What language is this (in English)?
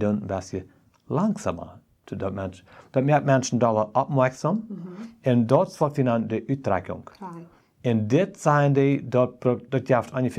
Plautdietsch